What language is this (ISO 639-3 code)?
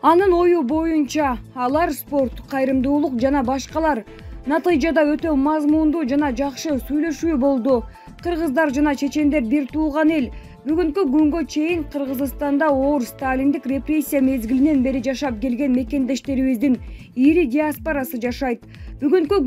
kir